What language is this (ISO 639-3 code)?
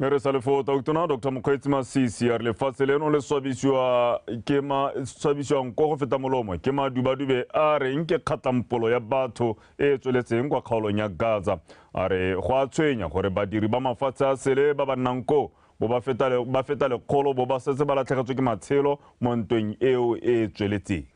tsn